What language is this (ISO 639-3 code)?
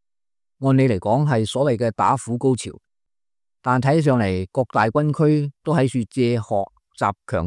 yue